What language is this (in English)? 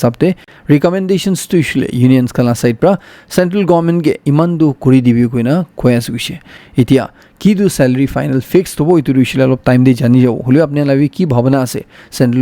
Naga Pidgin